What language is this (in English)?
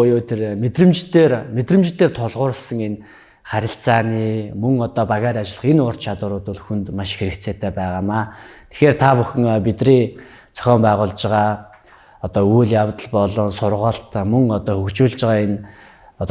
Mongolian